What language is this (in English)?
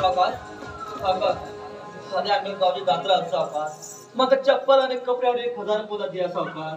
Konkani